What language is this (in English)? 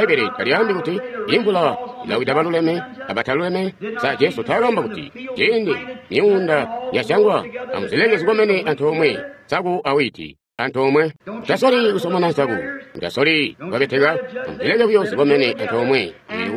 Tonga (Zambia)